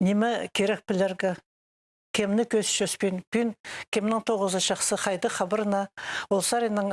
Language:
Khakas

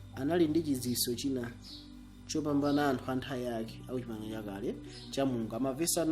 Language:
Nyanja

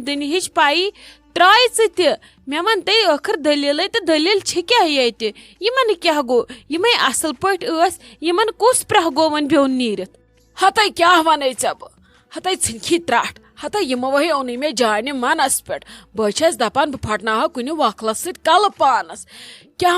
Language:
Kashmiri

